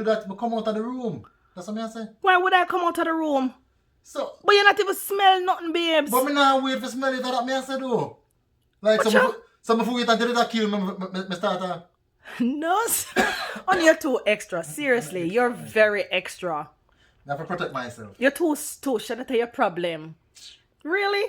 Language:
Jamaican Creole English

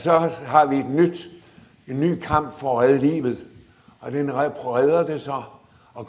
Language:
Danish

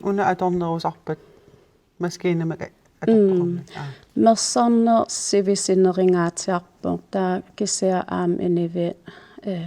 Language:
Kalaallisut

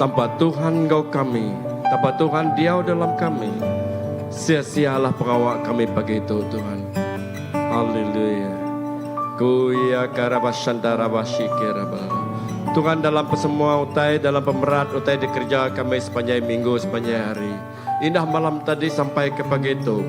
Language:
Iban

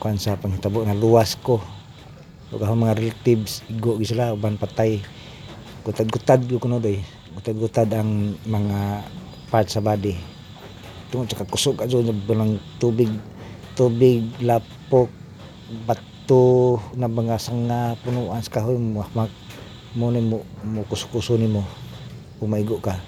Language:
Cebuano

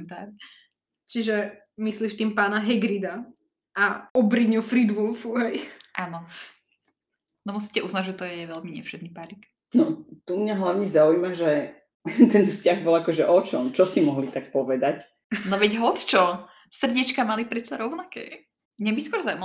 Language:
Slovak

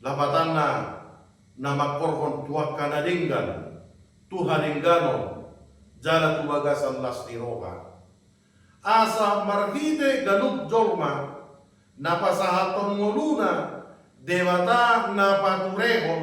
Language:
Batak Toba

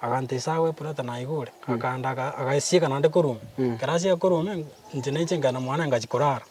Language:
Gusii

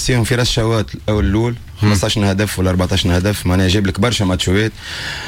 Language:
Tunisian Arabic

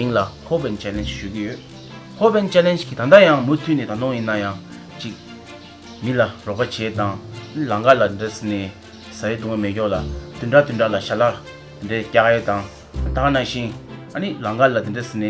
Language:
Tibetan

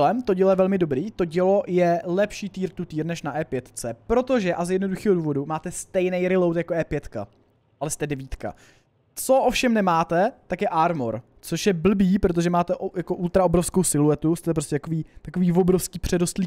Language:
Czech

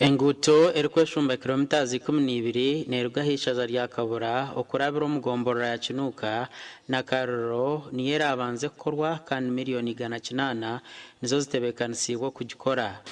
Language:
Nyankole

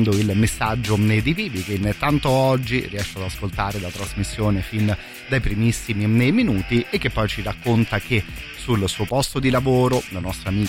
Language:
Italian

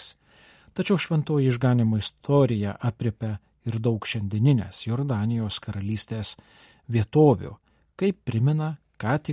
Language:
Lithuanian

